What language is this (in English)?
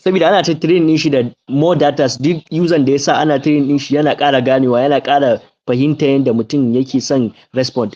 Hausa